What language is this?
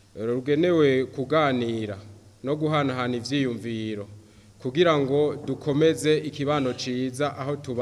Rundi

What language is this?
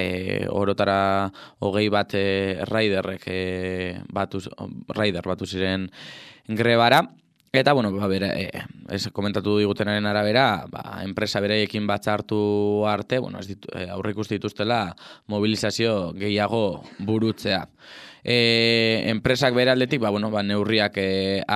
Basque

